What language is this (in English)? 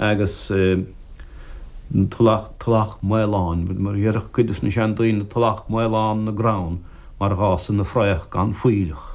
Irish